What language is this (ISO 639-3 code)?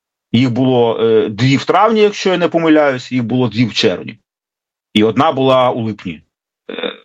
ukr